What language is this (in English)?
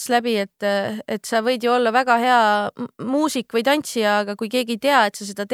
Estonian